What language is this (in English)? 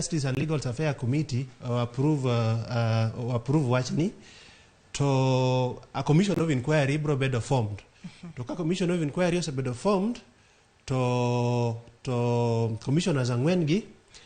Luo (Kenya and Tanzania)